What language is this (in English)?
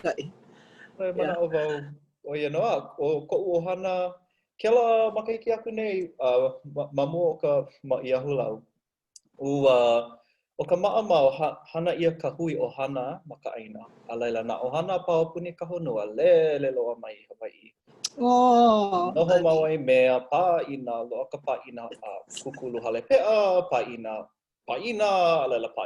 Hawaiian